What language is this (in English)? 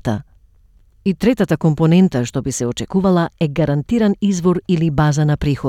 Macedonian